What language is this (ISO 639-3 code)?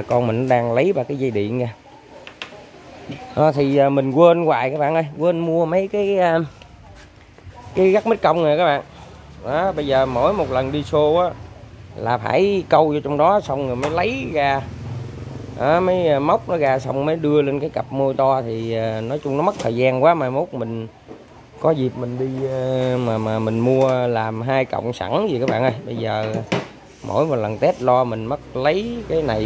vie